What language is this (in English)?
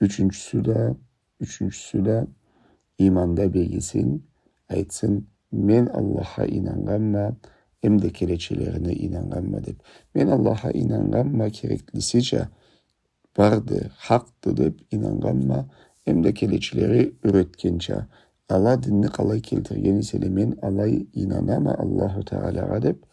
Karachay-Balkar